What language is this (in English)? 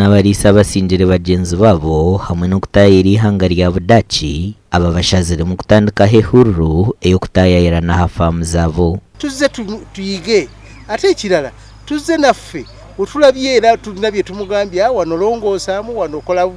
Nyankole